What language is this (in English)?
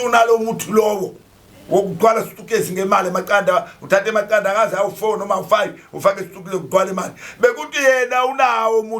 Zulu